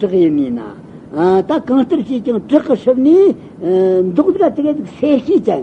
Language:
Tibetan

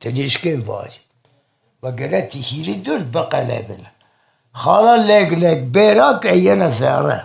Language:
Zaza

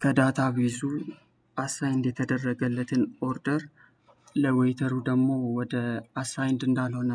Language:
Amharic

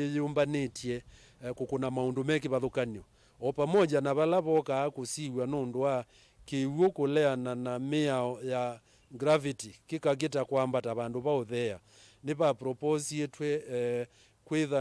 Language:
Kamba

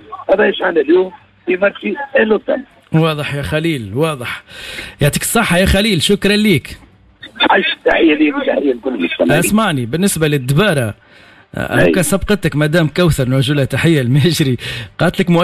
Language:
Tunisian Arabic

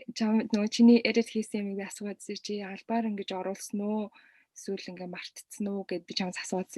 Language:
Mongolian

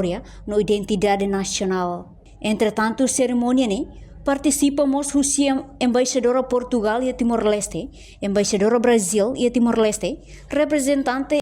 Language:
Tetum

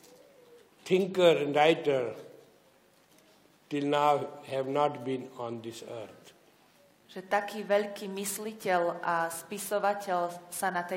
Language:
Slovak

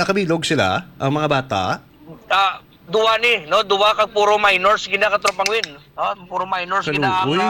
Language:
Hiligaynon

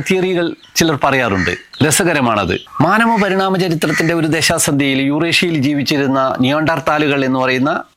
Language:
Malayalam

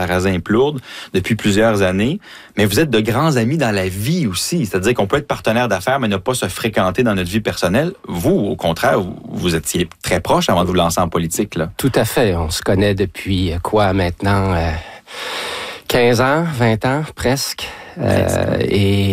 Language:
French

